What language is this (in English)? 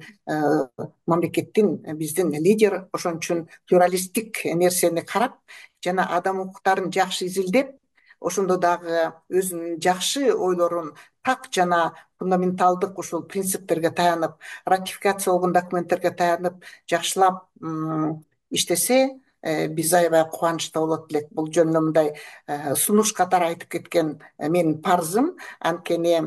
Kyrgyz